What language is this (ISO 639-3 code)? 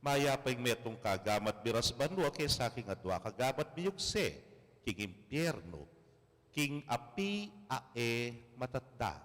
pam